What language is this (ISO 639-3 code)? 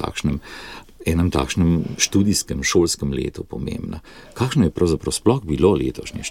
slv